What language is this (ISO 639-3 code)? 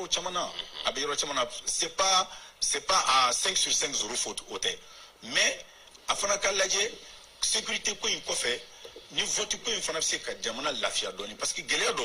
bam